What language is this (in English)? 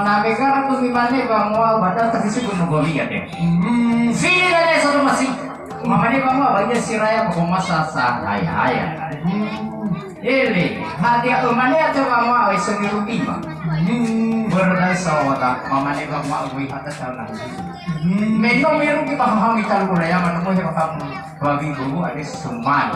Nias